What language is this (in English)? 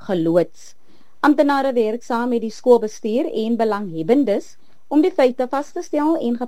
Afrikaans